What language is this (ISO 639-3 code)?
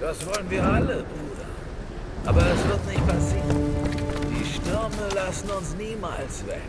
bar